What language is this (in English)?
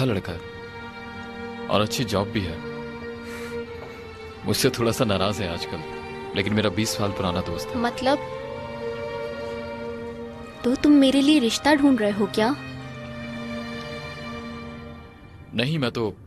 Hindi